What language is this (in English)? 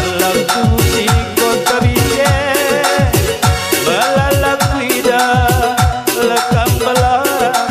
Batak Karo